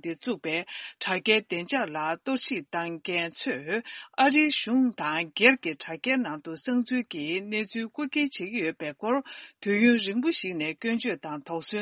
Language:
Tibetan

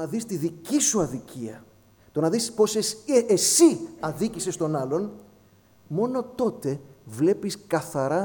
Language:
Greek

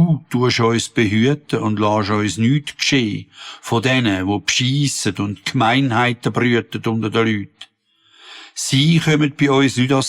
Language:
Swiss German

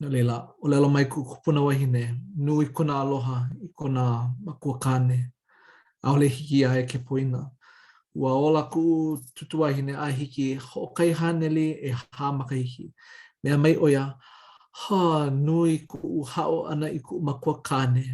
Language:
Hawaiian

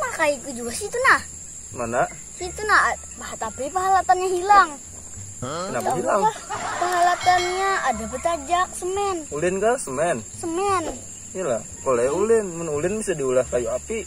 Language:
Banjar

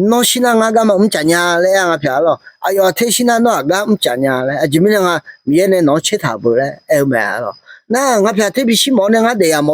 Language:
Akha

